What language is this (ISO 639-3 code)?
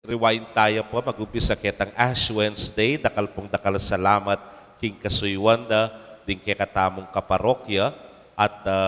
pam